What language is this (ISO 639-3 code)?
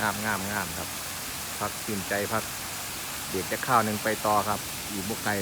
tts